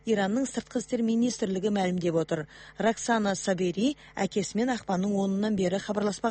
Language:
Kazakh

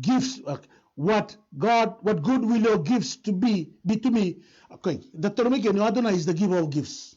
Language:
Fijian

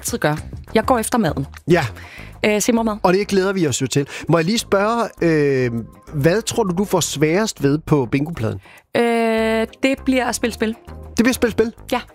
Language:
Danish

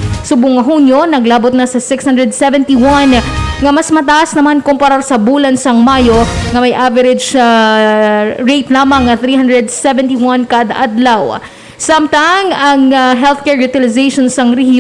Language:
Hiligaynon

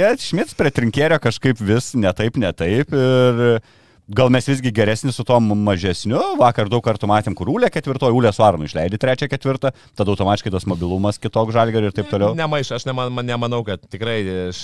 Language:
Lithuanian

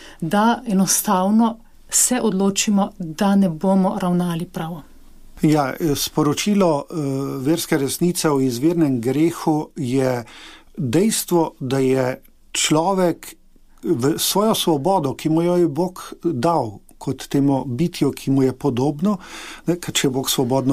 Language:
Slovenian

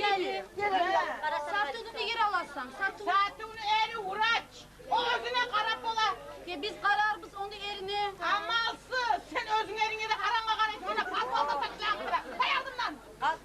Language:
Kumyk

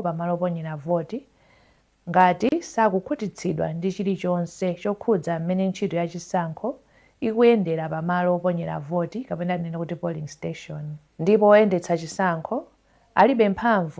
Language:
Nyanja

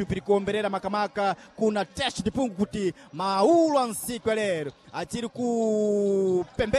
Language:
Sena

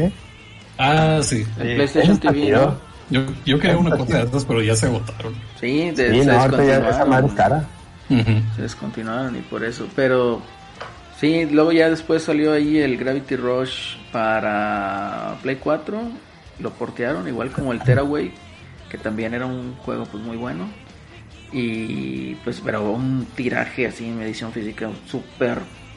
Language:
Spanish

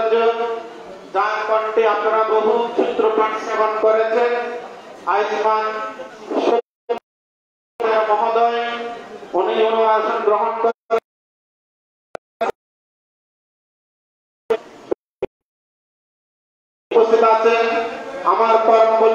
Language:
Bangla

